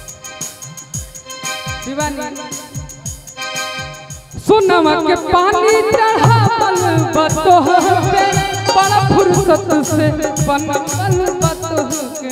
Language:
Bhojpuri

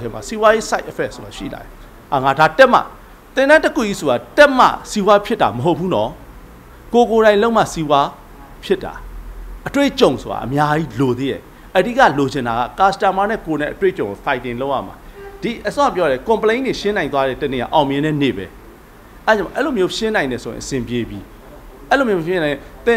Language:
Burmese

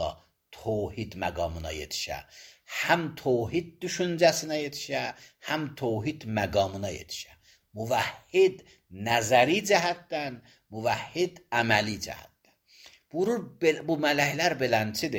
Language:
Azerbaijani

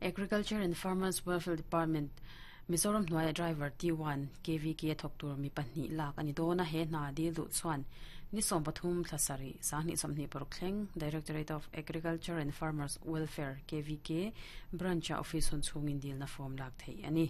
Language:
Mizo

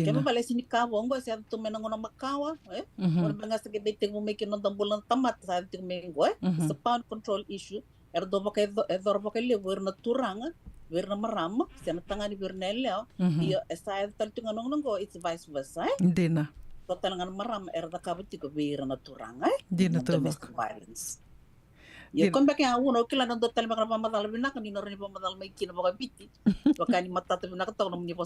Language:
Fijian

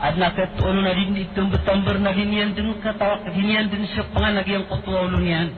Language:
Maranao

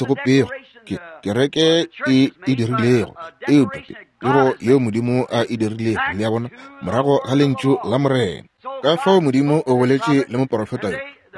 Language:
Northern Sotho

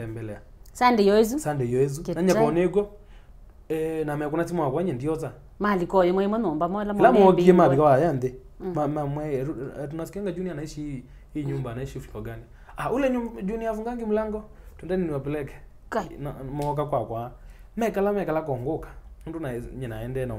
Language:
Kamba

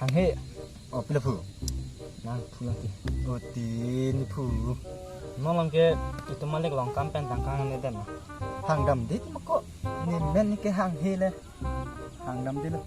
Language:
Karbi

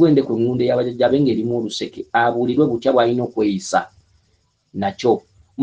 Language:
Ganda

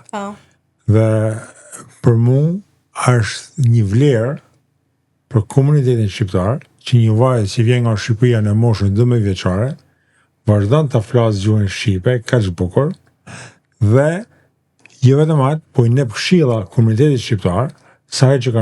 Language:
Albanian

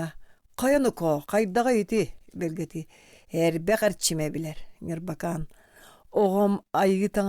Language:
Yakut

